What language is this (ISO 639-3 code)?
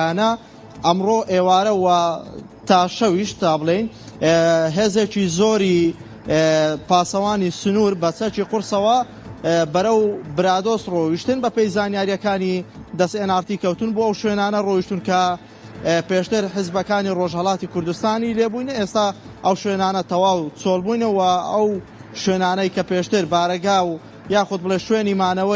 kur